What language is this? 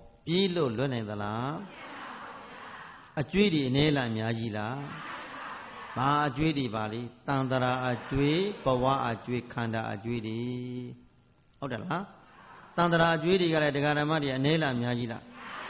Burmese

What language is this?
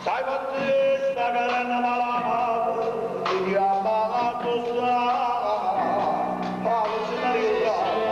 Neapolitan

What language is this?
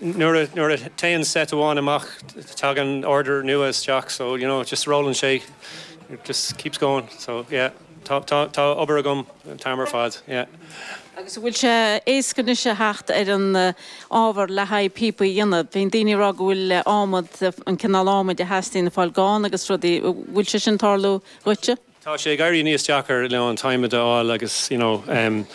Irish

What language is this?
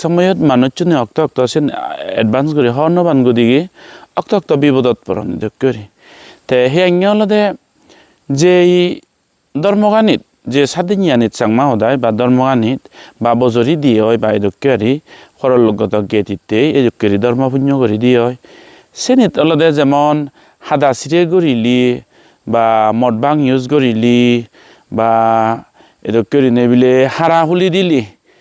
Chakma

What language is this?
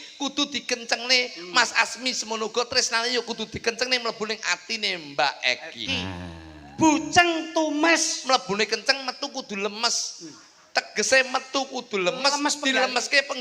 Javanese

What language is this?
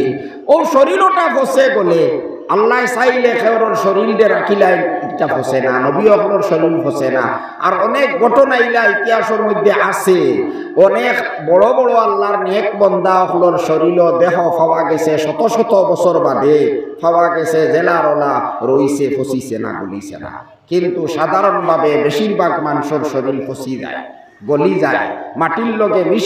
Sylheti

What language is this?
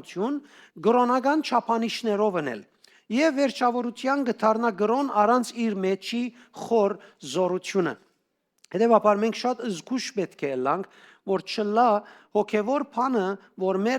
Western Armenian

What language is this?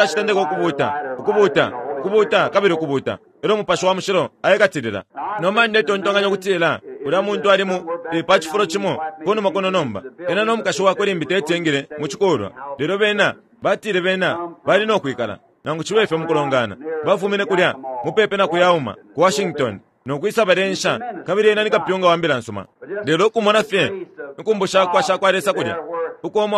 Bemba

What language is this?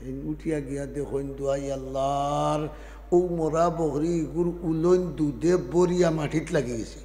Sylheti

